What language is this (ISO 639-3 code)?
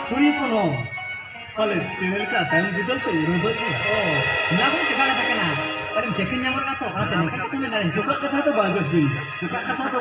sat